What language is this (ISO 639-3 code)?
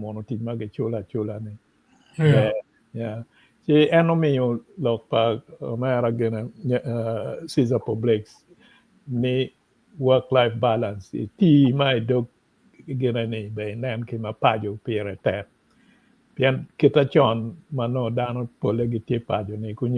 ach